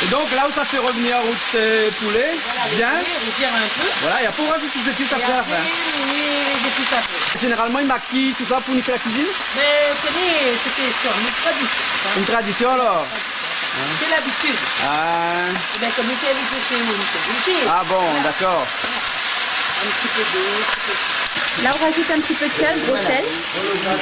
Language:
Réunion Creole French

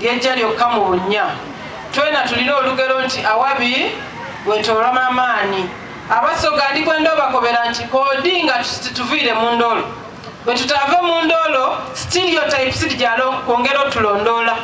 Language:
Soga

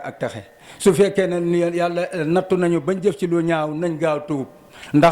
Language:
Wolof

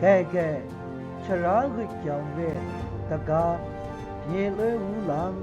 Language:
Maru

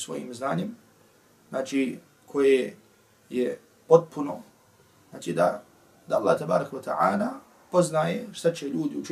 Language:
Bosnian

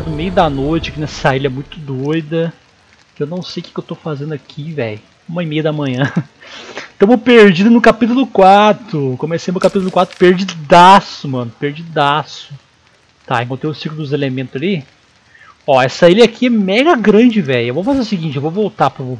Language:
Portuguese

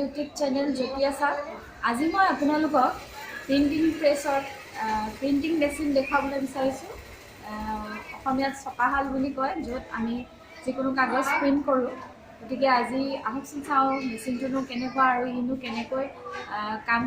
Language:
Assamese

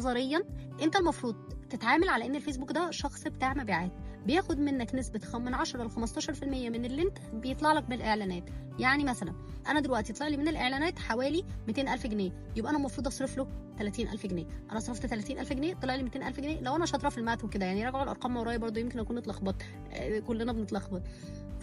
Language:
Egyptian Arabic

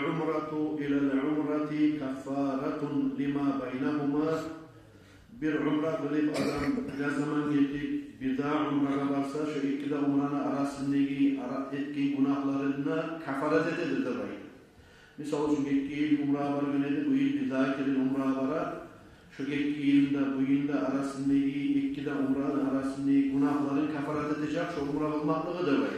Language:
Kumyk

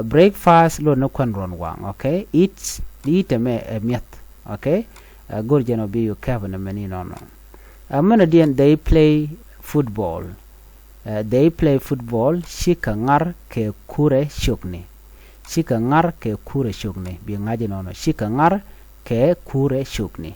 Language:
Nuer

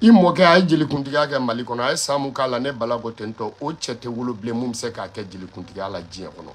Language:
Bambara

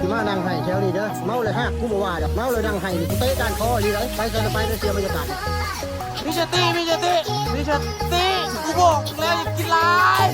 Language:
Lao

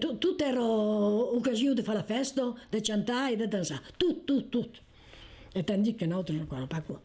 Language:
Occitan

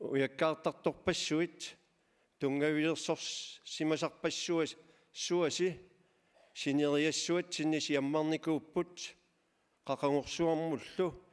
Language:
Kalaallisut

